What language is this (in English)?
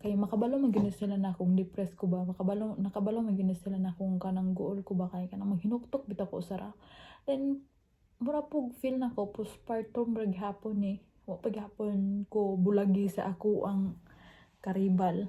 Cebuano